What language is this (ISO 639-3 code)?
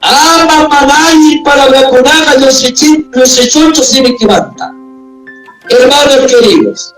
quy